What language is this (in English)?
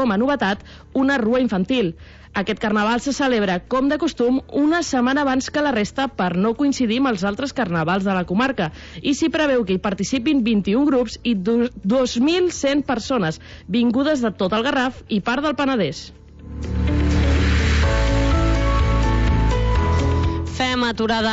Catalan